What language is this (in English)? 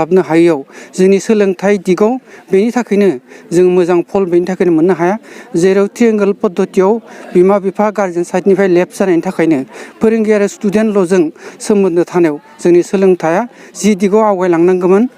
Bodo